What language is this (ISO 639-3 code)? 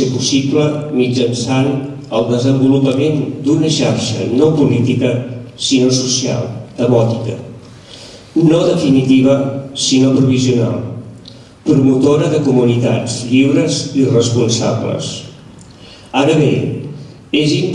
cat